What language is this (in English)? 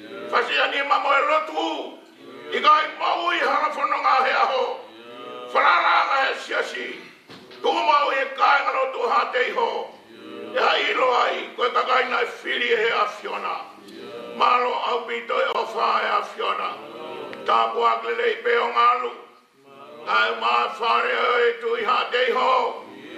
Tongan